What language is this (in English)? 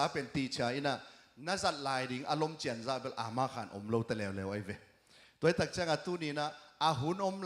Tedim Chin